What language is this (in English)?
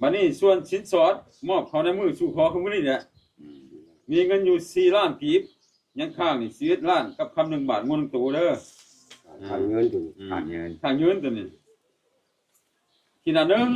Lao